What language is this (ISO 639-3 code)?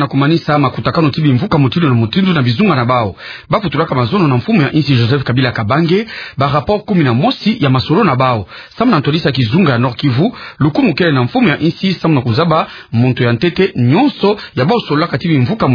ktu